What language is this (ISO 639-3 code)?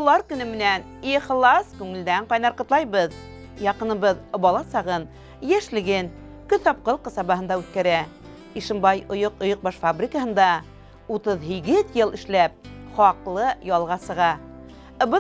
bak